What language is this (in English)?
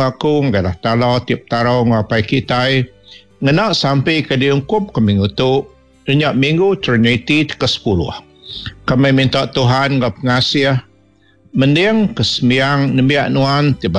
Iban